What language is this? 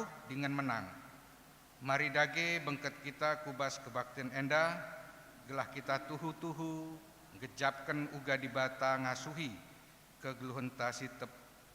Batak Karo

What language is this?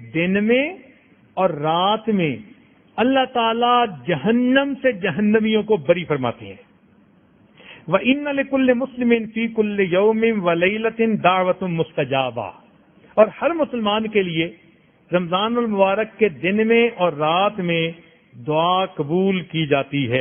Urdu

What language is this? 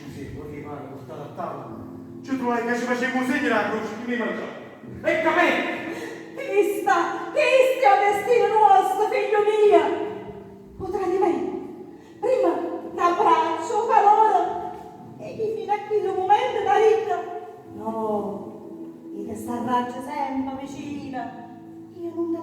Neapolitan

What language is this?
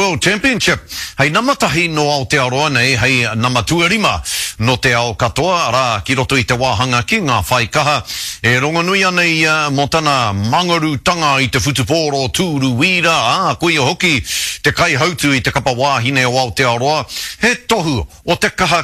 Māori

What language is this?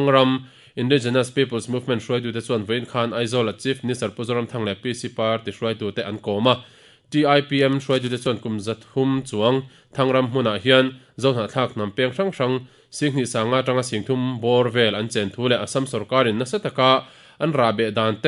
Mizo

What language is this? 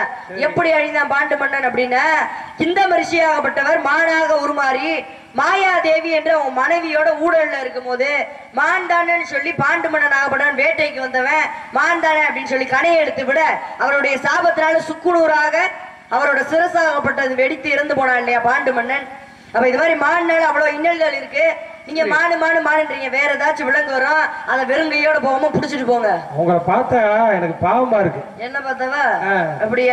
Tamil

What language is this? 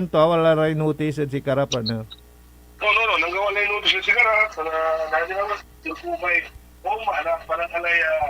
Pangasinan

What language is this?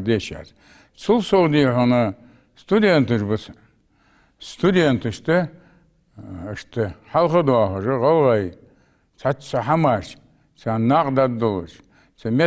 Ingush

